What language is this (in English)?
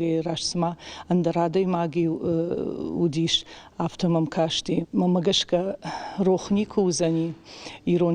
Ossetic